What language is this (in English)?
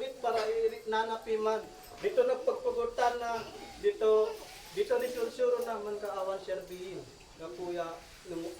Isnag